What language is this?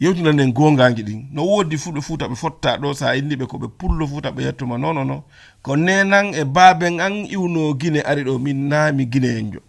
Fula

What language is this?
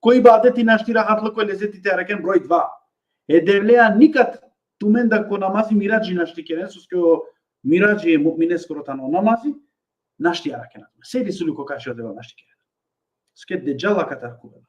Balkan Romani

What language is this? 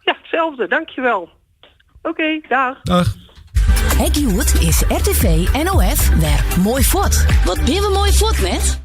Western Frisian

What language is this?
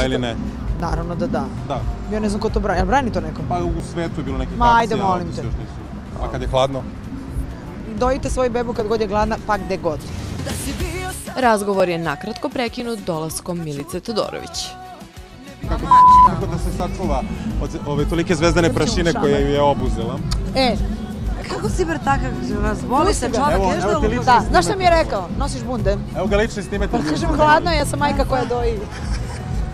Serbian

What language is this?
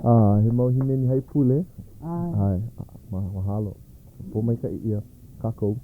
Hawaiian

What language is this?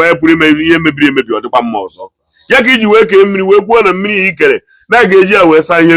Igbo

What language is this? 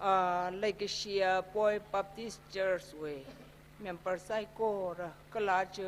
Tangkhul Naga (India)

